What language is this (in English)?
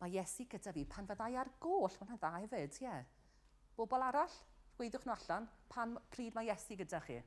Welsh